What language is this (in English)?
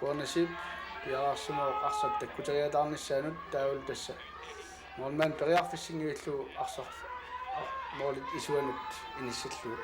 Kalaallisut